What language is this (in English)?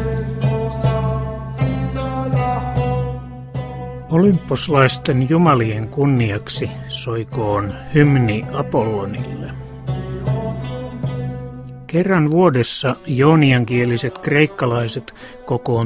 Finnish